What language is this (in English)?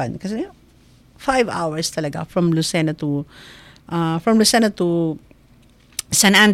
Filipino